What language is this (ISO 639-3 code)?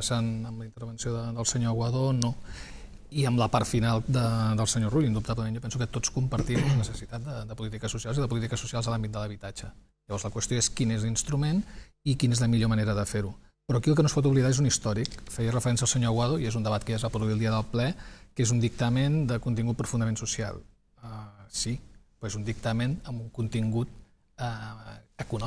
cat